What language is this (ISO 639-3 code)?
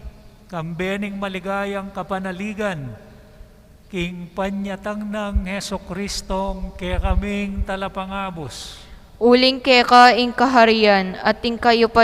pam